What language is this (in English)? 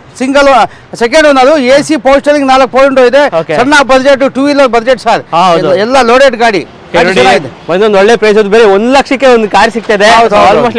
Kannada